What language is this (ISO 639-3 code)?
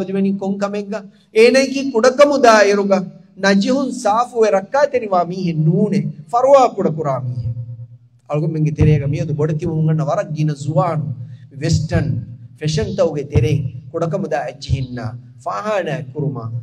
div